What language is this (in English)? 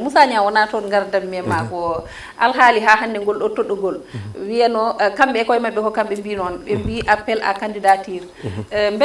Fula